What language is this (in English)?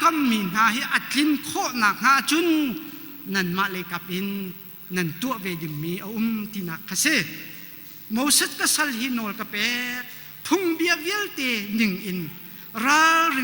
Hakha Chin